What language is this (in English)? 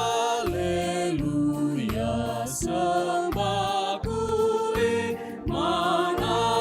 Batak Karo